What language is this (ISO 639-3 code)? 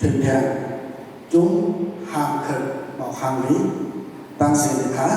shn